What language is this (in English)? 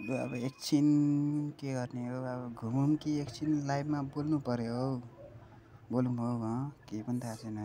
Nepali